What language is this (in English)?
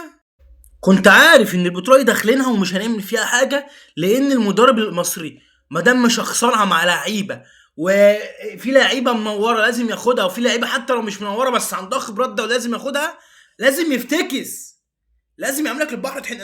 Egyptian Arabic